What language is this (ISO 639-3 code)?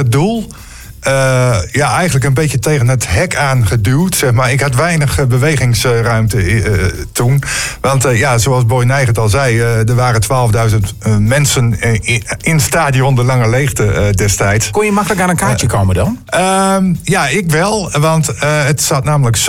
nld